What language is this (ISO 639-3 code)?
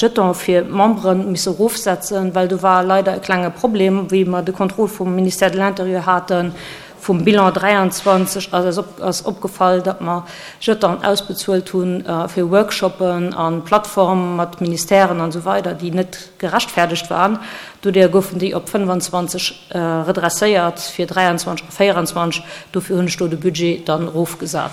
ltz